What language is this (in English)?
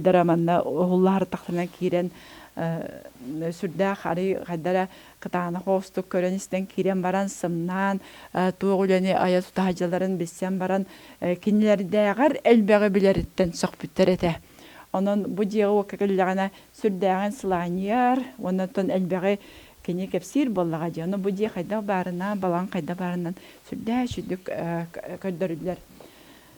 Yakut